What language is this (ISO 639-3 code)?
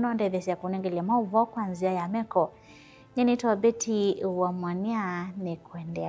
kam